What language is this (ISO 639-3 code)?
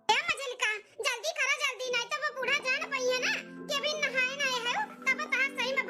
awa